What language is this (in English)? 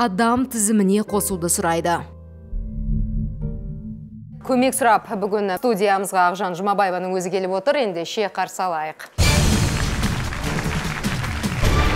Kazakh